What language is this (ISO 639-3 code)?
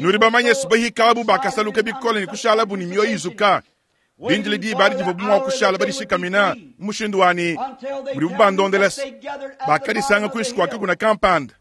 lua